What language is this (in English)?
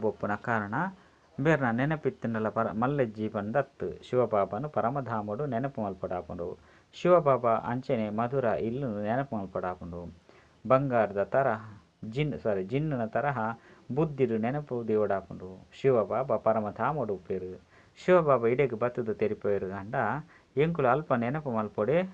Tulu